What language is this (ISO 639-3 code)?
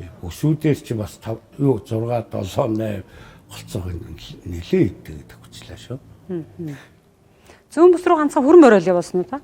mon